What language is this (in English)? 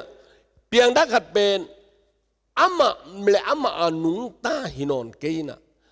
Tedim Chin